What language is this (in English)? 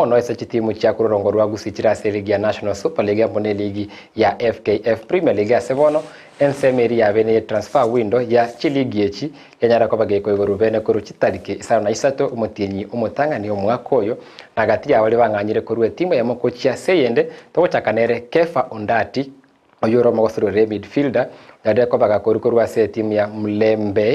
Gusii